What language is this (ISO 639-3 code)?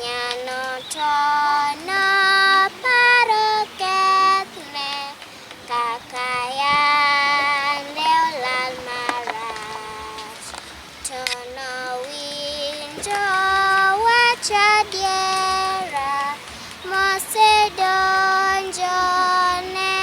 luo